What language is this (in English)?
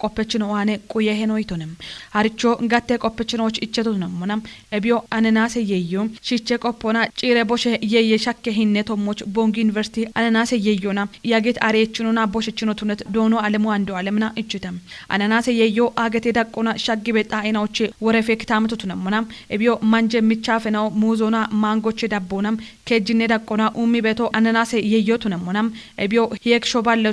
Kafa